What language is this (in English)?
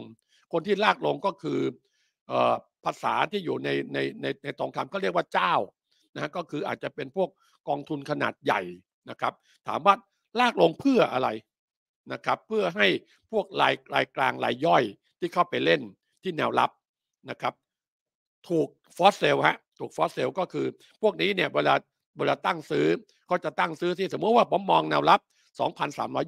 Thai